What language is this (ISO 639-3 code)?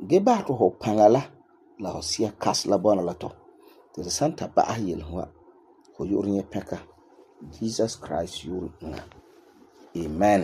gur